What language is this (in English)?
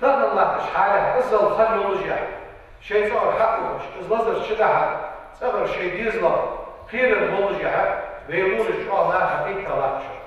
Ingush